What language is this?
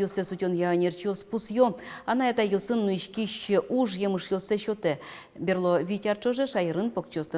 Udmurt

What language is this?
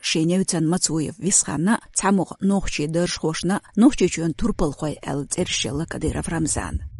Chechen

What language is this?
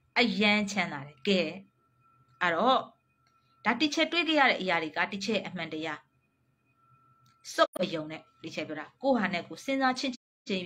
Burmese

